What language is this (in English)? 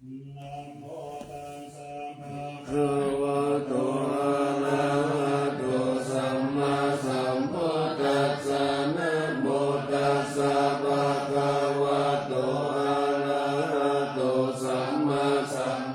Pali